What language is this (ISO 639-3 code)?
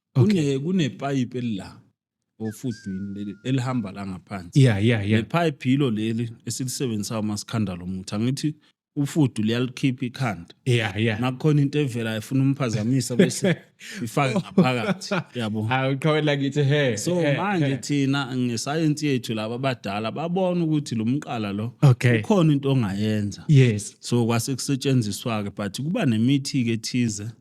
zul